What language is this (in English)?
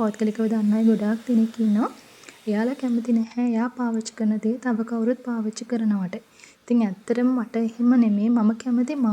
Sinhala